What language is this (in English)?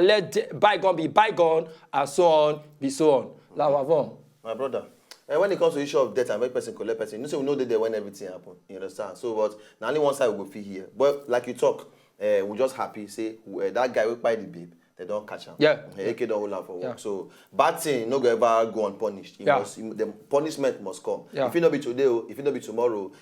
Nigerian Pidgin